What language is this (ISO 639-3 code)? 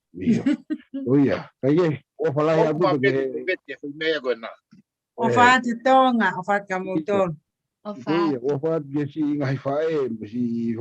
ton